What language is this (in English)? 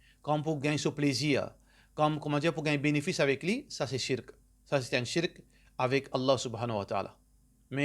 Morisyen